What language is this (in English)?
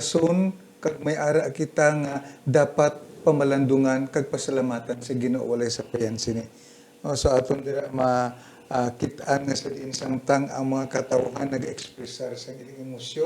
Hiligaynon